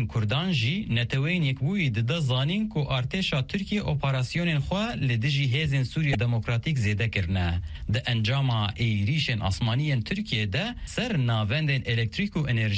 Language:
Kurdish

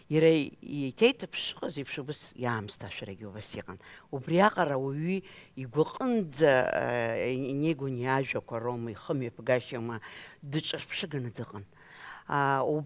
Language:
Abkhazian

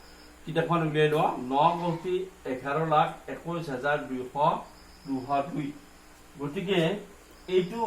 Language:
Assamese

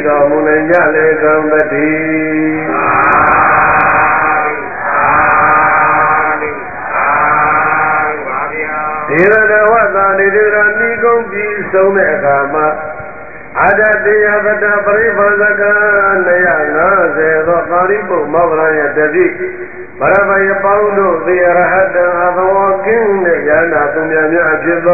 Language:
Burmese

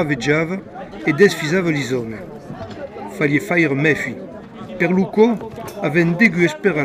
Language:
Occitan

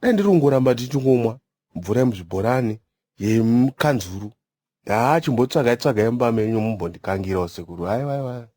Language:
Shona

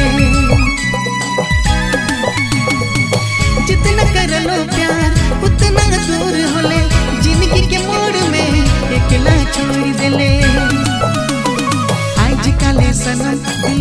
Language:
Bhojpuri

